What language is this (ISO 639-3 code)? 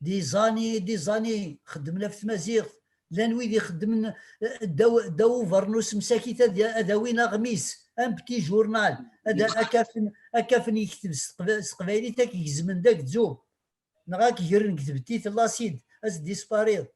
kab